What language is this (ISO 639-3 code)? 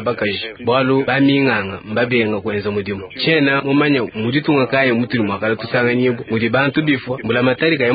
lua